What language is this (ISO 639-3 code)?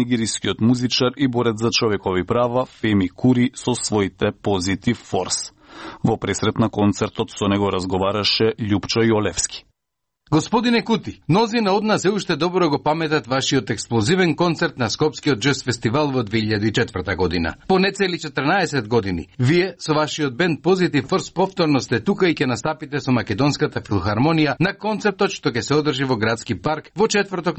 mkd